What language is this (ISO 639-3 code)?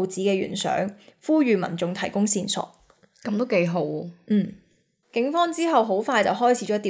yue